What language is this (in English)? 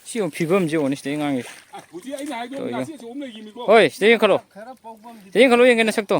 Manipuri